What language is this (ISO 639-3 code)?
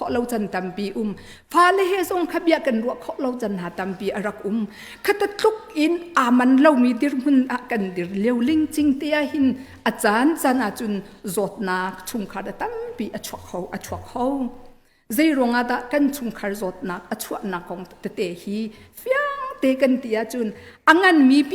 cnh